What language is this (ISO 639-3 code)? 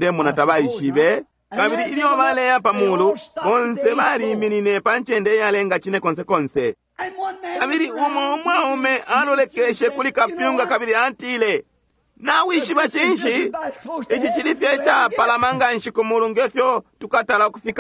bem